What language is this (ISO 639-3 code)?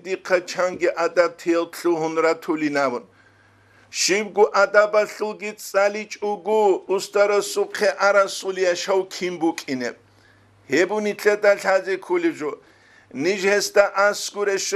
ava